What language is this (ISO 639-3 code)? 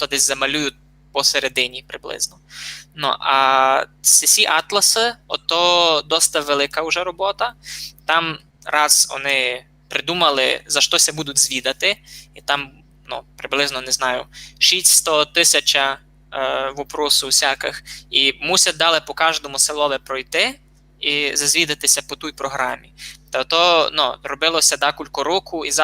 rue